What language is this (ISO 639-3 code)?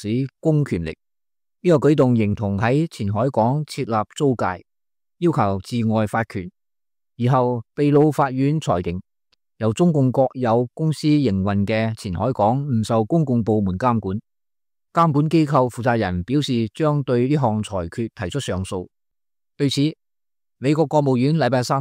yue